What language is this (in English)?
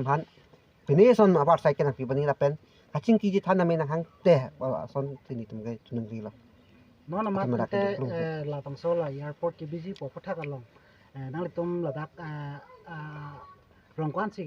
Karbi